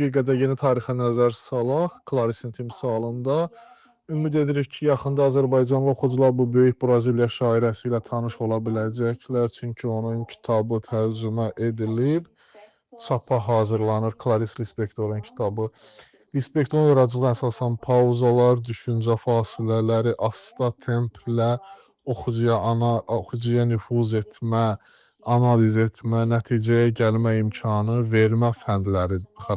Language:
Azerbaijani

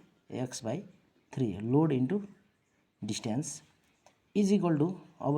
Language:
Nepali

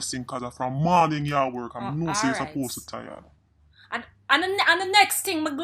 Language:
Jamaican Creole English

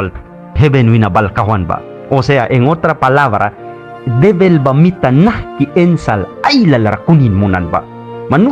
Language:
Mískito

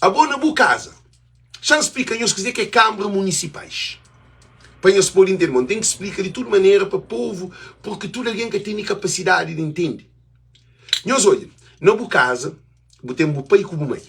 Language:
Kabuverdianu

